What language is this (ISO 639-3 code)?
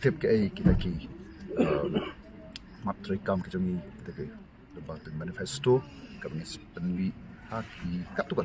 kha